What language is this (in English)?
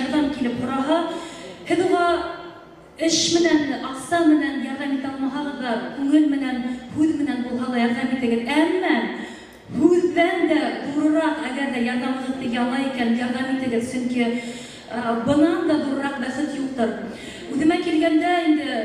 Bashkir